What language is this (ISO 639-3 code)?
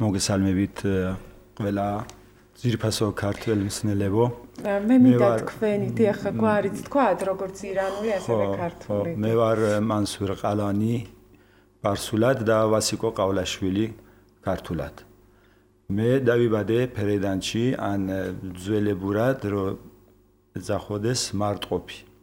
kat